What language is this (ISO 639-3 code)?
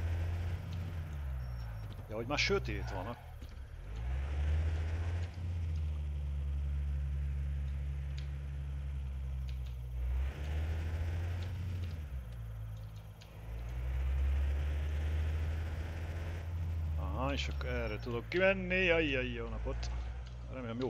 hun